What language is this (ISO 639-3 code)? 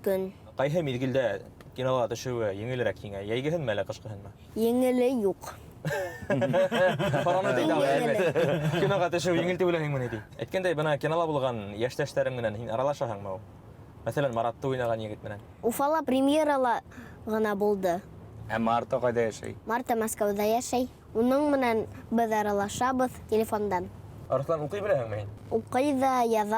bak